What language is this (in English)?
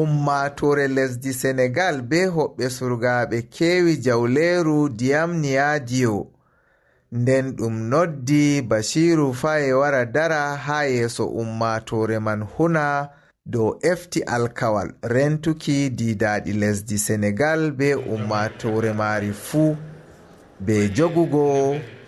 Fula